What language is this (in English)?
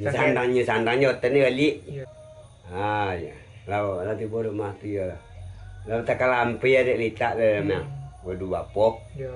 Minangkabau